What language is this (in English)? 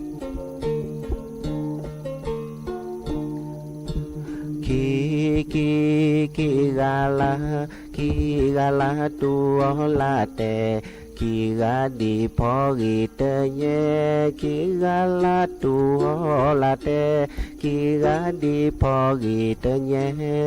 S'gaw Karen